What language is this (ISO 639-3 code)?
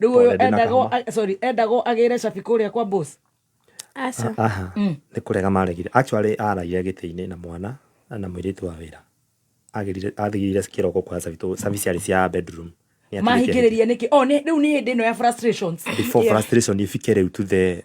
kik